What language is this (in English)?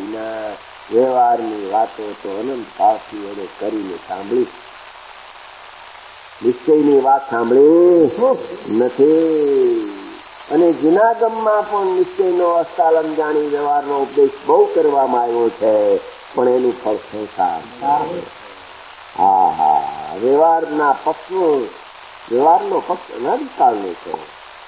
Gujarati